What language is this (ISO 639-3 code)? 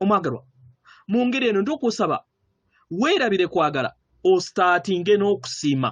lug